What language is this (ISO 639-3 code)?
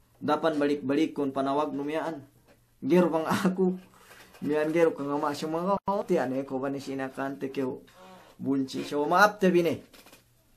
yka